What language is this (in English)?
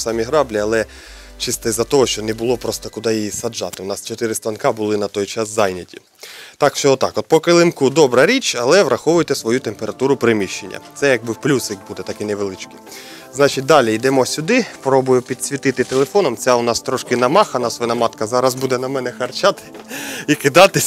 Ukrainian